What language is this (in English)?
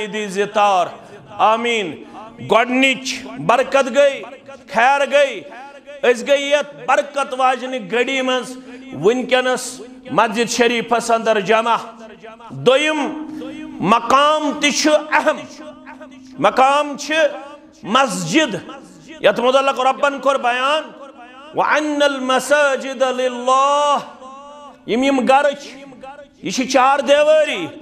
Kashmiri